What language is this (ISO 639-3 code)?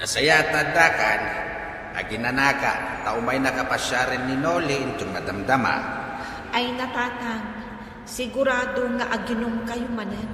ilo